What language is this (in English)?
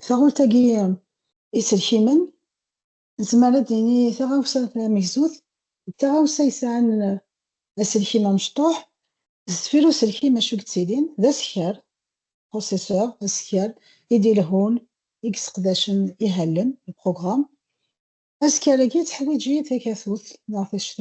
Kabyle